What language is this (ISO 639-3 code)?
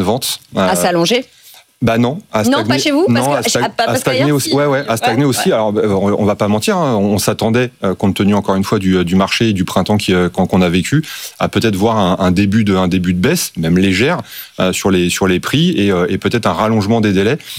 fra